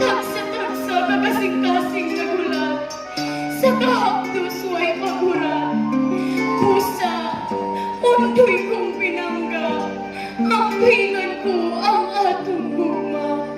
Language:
Cebuano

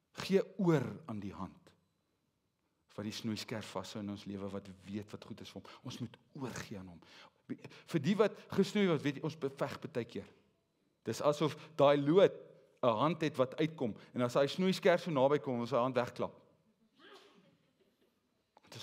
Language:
Afrikaans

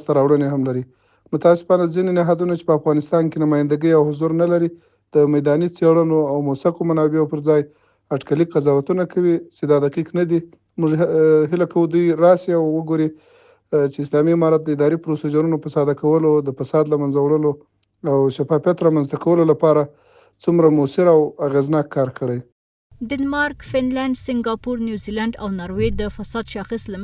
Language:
Pashto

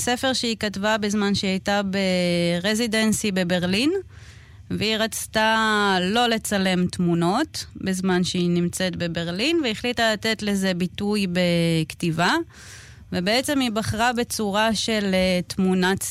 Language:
Hebrew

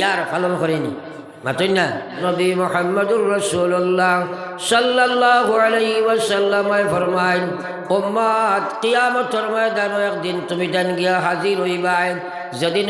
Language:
Sylheti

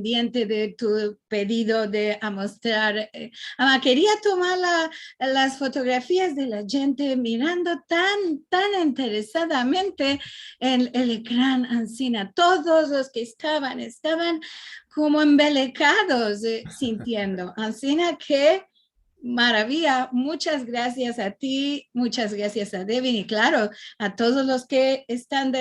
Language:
Ladino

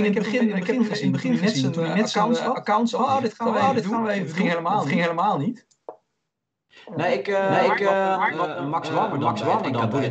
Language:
Dutch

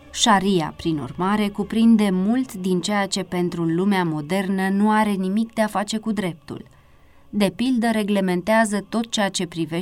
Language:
Romanian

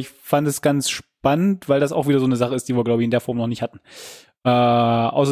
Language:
German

